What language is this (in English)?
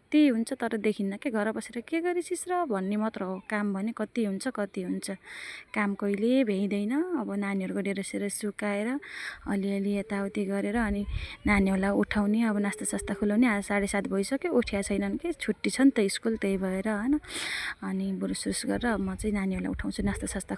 Nepali